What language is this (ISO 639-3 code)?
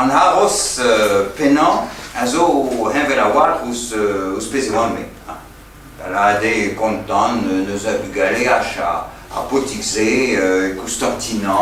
bre